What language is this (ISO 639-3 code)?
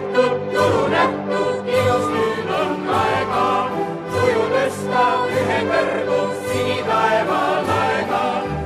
est